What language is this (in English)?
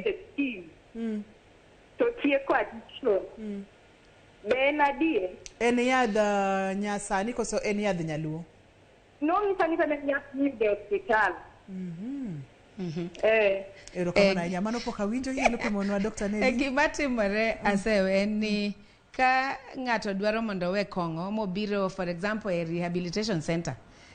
Luo (Kenya and Tanzania)